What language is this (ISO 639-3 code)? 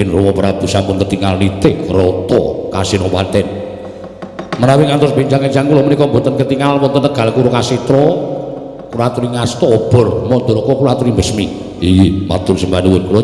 jav